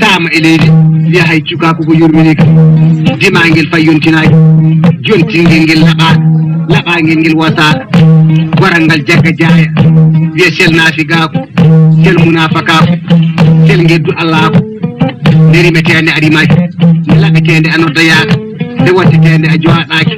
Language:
Fula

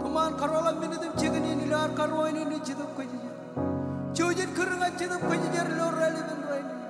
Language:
Marshallese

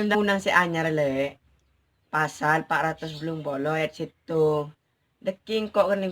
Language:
Madurese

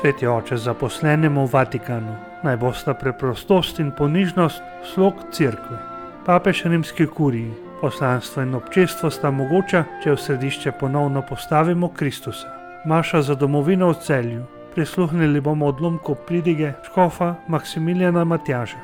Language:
Slovenian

